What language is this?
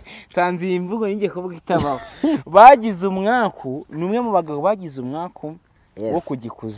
Kinyarwanda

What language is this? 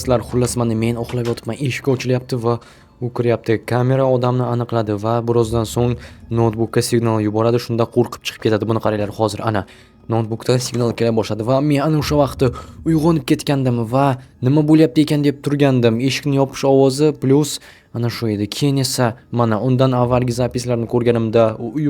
Uzbek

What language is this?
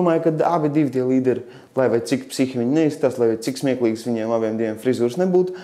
Latvian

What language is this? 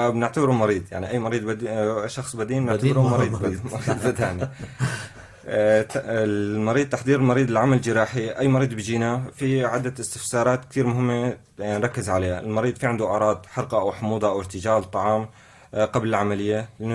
North Levantine Arabic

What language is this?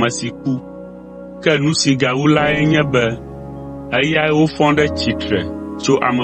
Ewe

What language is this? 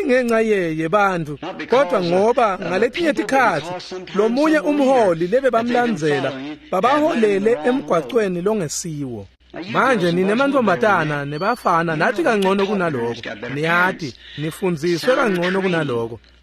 Swati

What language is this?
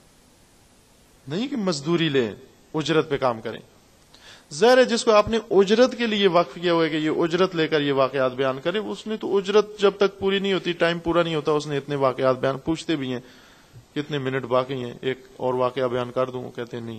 Urdu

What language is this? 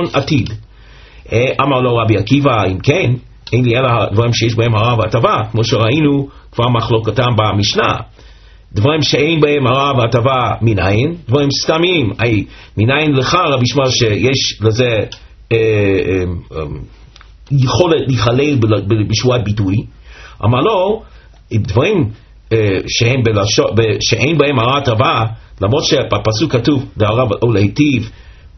Hebrew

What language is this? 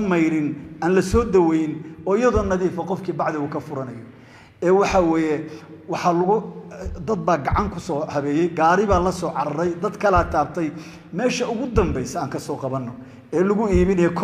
Somali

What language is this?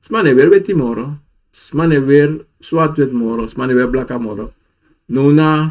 Sranan Tongo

